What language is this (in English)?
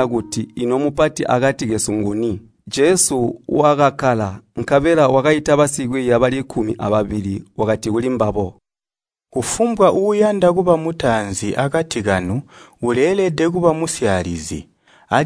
Tonga (Zambia)